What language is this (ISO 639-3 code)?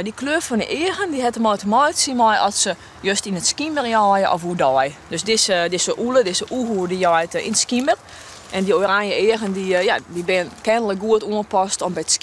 fry